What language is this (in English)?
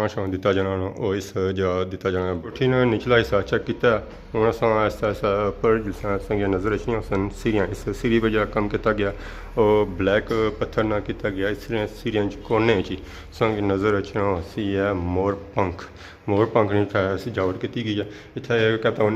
Pahari-Potwari